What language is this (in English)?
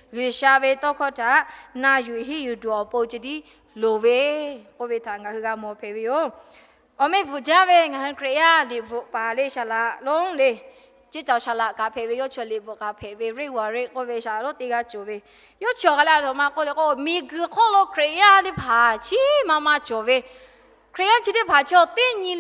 Lahu